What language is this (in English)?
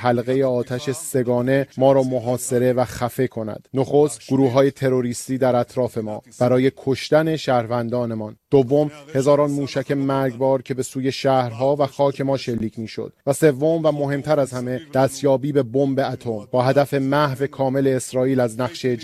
Persian